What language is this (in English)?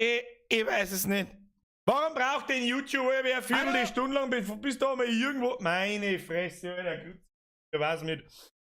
Bavarian